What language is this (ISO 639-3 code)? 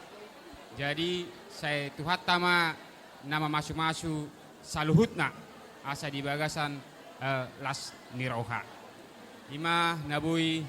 bbc